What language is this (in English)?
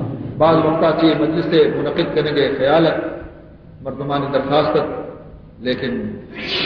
Baluchi